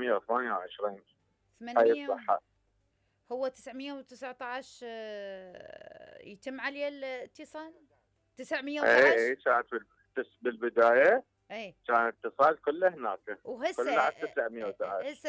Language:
Mesopotamian Arabic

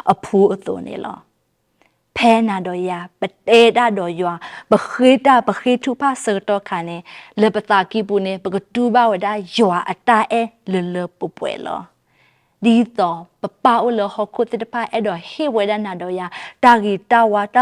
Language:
S'gaw Karen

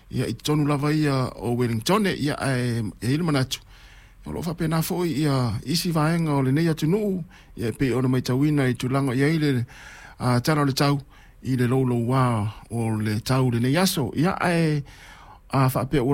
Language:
Samoan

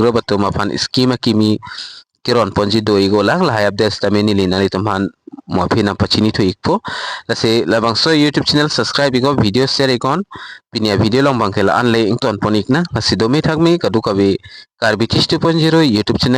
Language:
Karbi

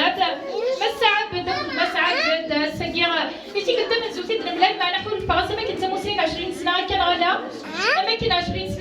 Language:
Kabyle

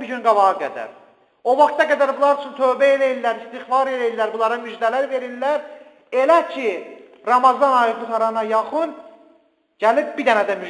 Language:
Azerbaijani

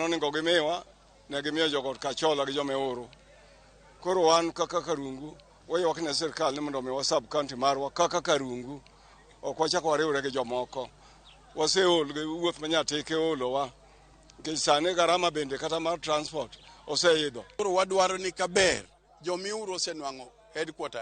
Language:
Luo (Kenya and Tanzania)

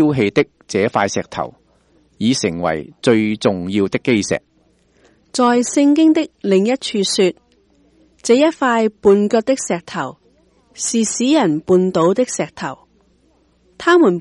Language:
Cantonese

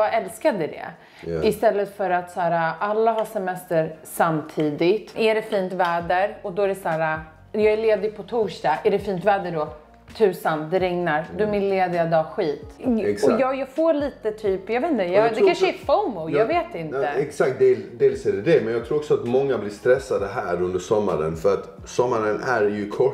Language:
Swedish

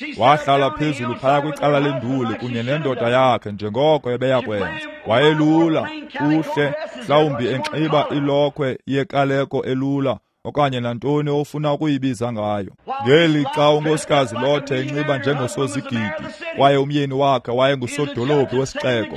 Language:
Xhosa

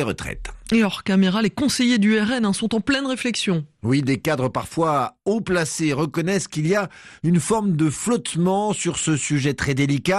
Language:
French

